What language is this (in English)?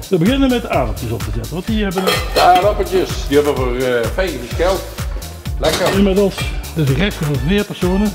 Limburgish